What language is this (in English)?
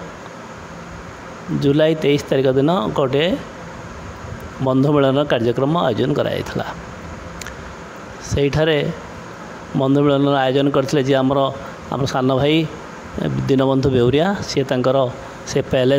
Odia